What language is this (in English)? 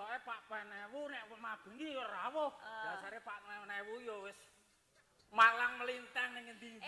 Javanese